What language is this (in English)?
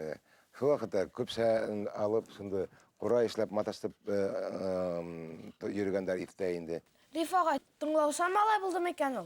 Bashkir